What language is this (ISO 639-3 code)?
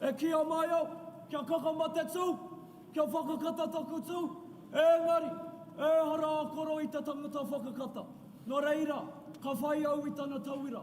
mri